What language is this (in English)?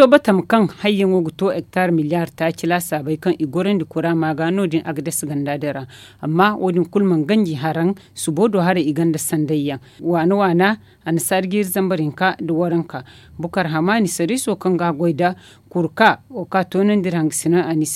Zarma